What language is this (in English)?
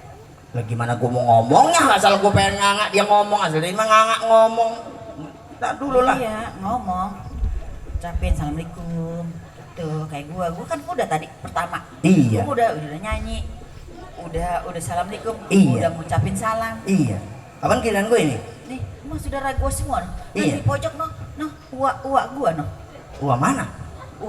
Betawi